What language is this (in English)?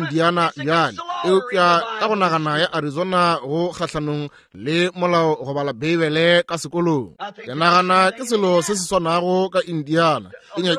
Northern Sotho